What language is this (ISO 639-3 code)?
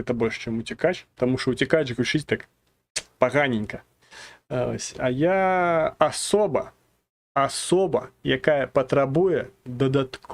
bel